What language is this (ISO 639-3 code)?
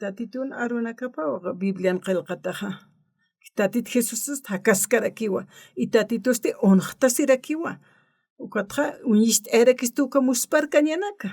aym